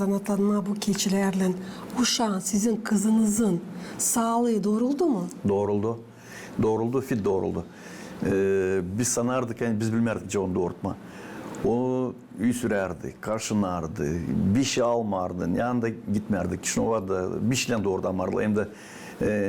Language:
Gagauz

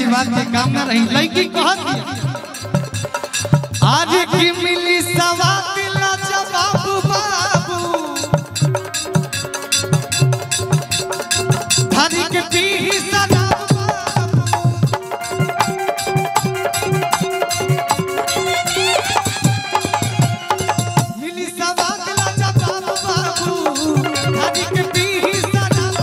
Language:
Bhojpuri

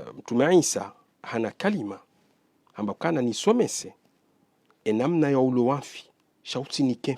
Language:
Ngazidja Comorian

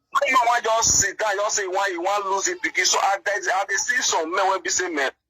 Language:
Nigerian Pidgin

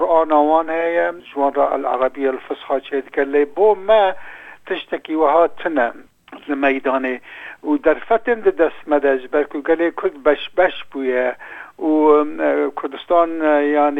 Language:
Kurdish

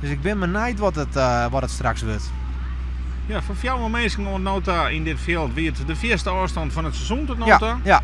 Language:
Western Frisian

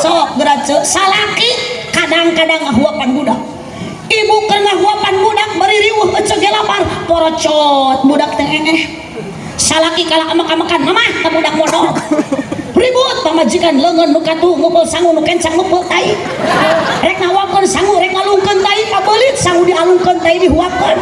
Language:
Sundanese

